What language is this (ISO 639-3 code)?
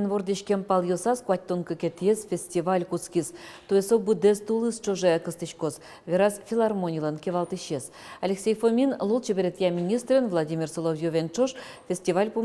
udm